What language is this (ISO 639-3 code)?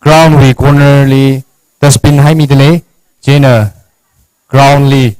nmf